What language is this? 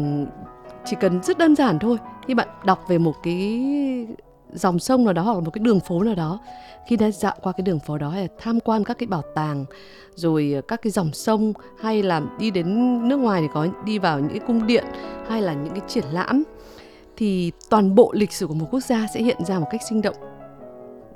Vietnamese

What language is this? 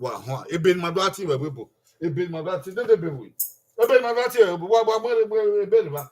Bini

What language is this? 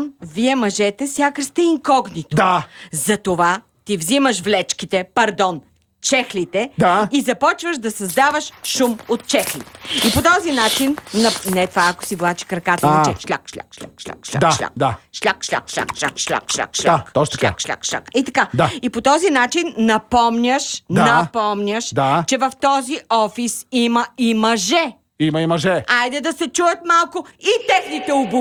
Bulgarian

